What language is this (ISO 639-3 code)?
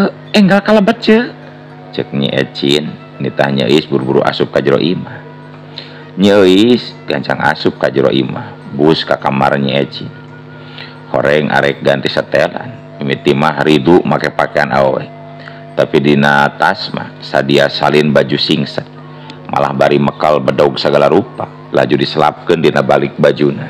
sun